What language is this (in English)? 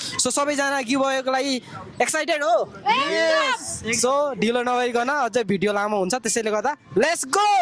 Nepali